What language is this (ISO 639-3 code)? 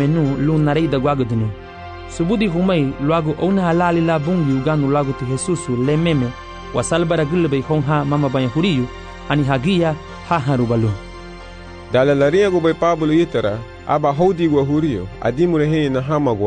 cab